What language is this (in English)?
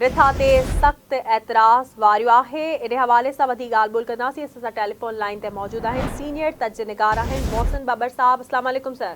Sindhi